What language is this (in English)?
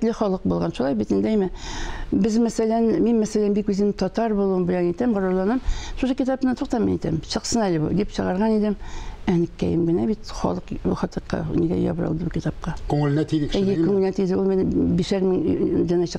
Tatar